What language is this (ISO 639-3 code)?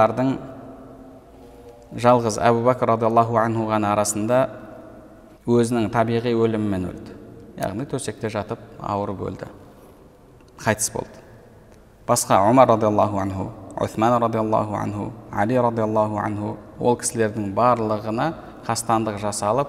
kaz